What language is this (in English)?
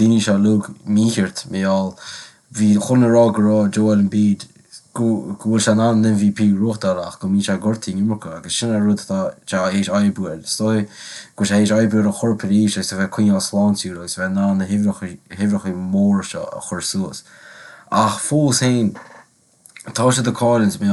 Irish